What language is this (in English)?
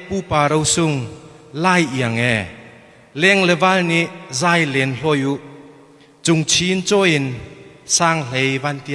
Hakha Chin